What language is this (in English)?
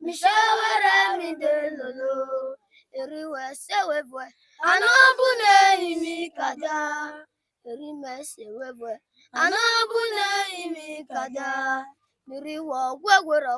Urhobo